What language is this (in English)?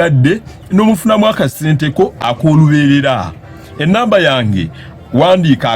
Ganda